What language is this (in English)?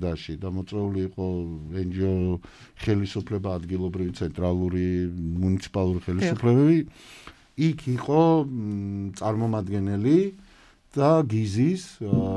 Georgian